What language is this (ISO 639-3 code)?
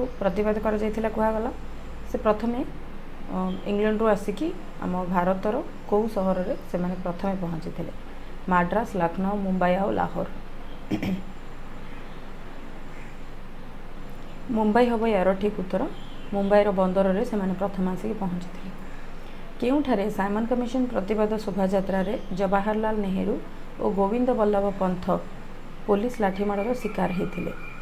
ori